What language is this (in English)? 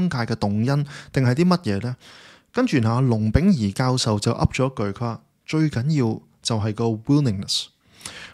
Cantonese